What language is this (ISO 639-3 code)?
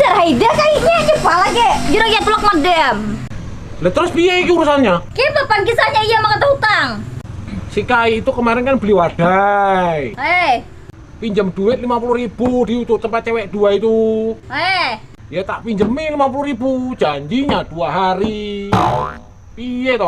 bjn